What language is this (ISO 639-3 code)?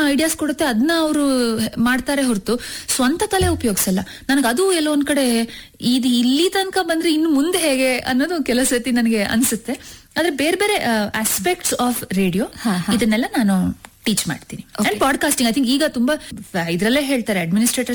kan